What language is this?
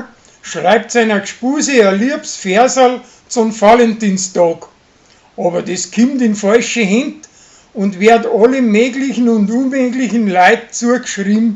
Bavarian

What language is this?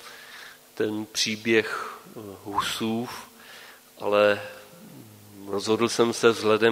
Czech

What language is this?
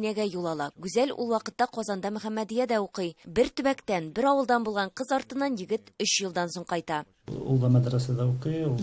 Tatar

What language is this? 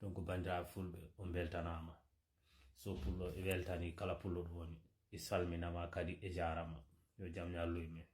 Fula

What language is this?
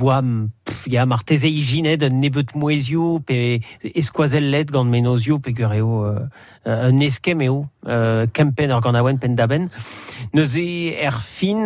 Breton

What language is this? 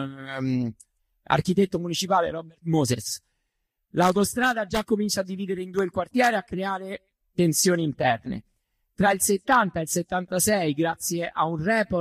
Italian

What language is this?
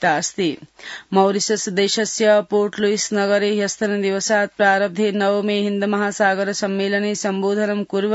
Sanskrit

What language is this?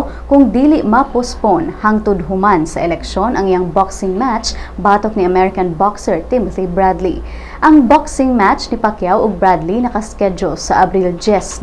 Cebuano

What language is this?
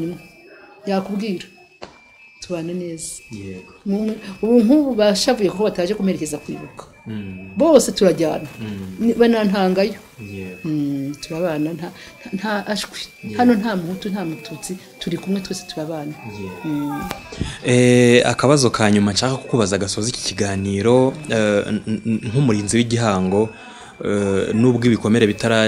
Kinyarwanda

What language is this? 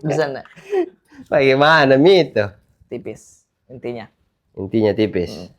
Makassar Malay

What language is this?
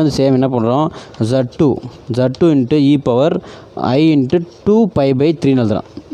Tamil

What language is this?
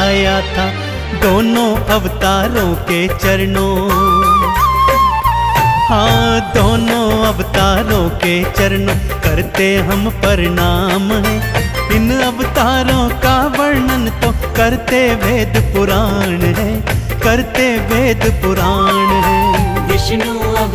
Hindi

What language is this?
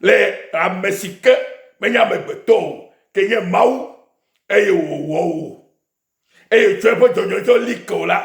Ewe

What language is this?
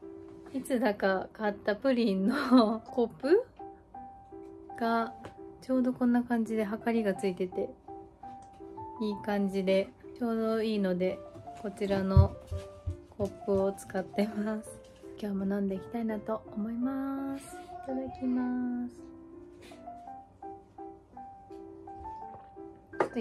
Japanese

